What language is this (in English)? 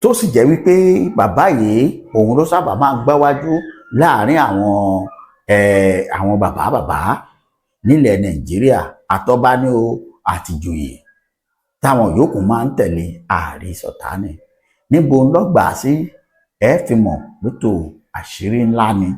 Yoruba